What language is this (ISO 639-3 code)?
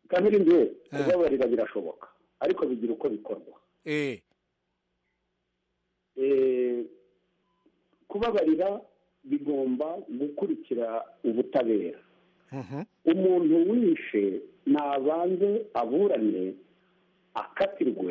kin